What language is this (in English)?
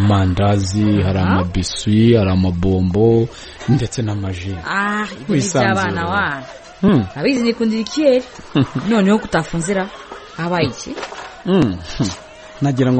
Kinyarwanda